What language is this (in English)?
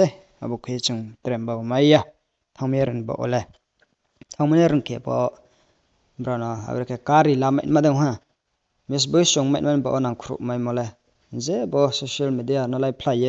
Riang (India)